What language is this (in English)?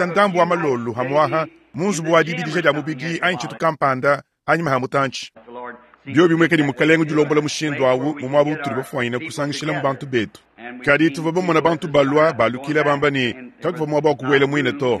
Luba-Lulua